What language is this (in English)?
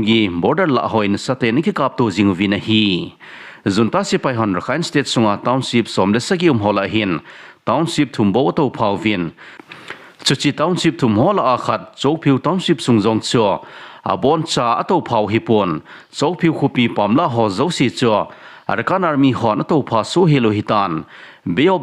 Thado Chin